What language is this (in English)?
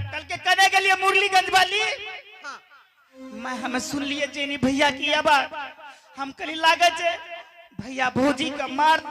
Angika